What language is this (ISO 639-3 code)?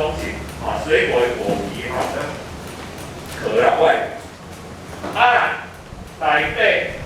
nan